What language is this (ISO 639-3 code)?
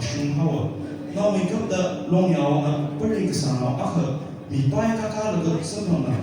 nmf